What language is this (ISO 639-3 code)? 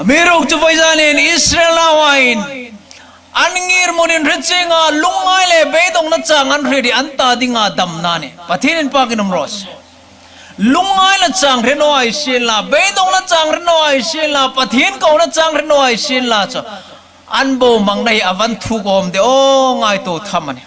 hmr